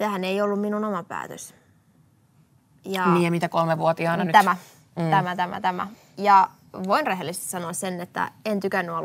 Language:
Finnish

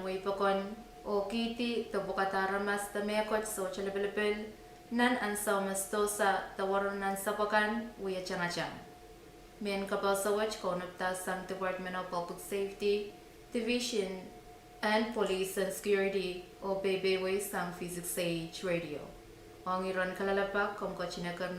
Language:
Pohnpeian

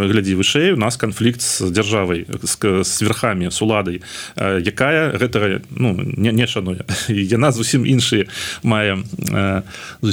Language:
Belarusian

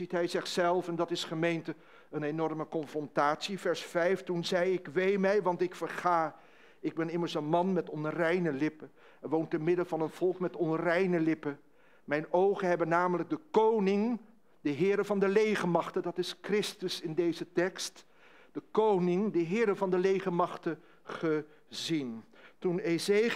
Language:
Dutch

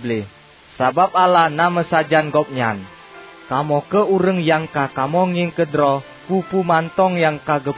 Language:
Achinese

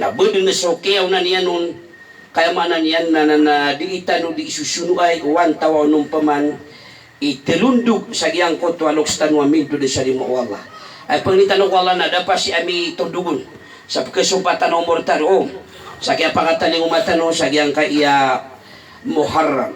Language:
Maranao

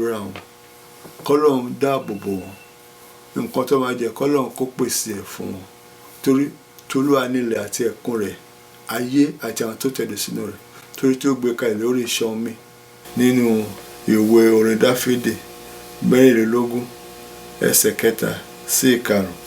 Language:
Yoruba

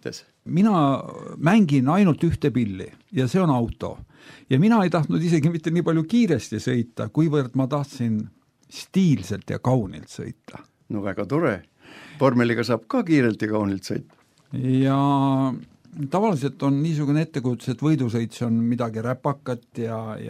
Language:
Estonian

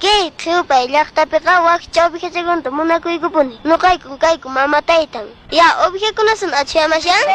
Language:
Quechua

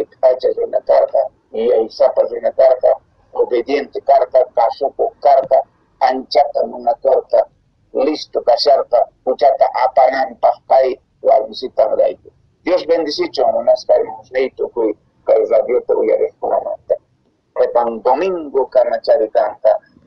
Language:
Quechua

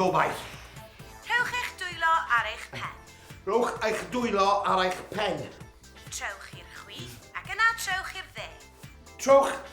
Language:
Welsh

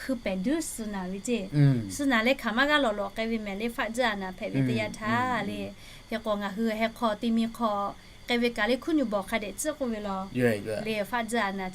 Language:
Lahu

